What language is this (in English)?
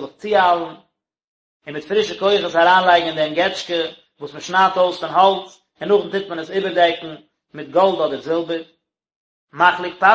Yiddish